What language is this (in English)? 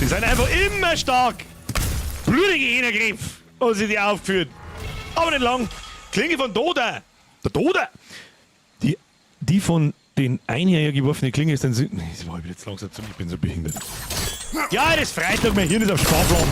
Bavarian